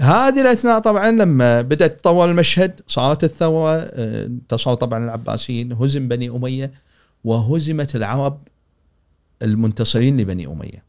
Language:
Gulf Arabic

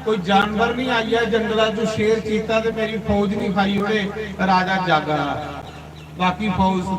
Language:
Dogri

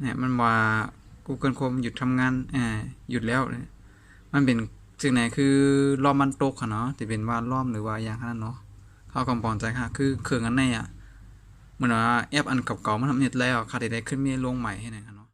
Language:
Shan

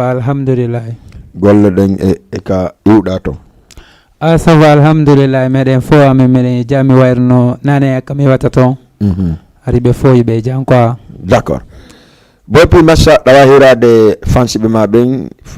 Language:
Fula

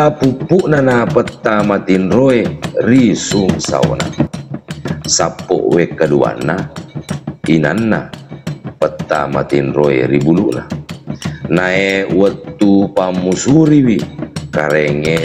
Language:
Buginese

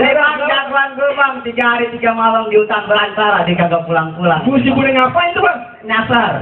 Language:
Betawi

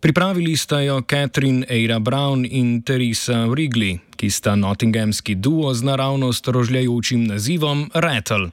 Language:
Slovenian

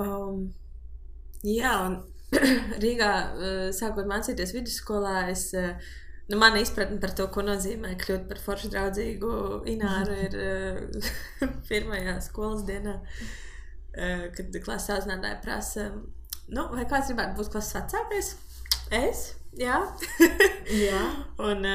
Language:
Latvian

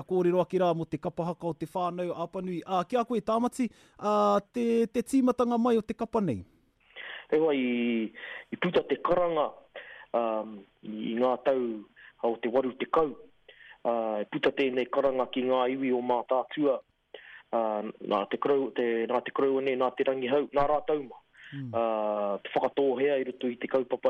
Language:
Māori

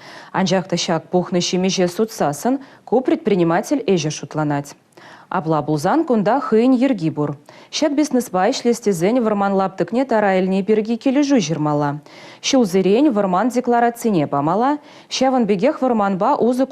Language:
Chuvash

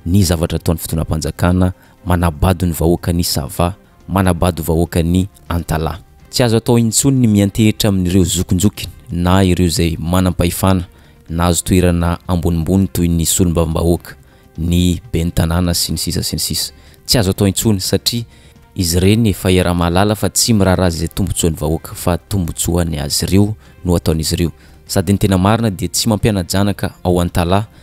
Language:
Malagasy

